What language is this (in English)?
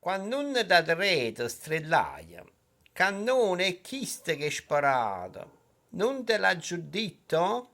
Neapolitan